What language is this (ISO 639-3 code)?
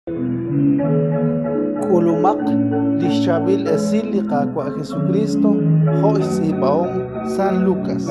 kek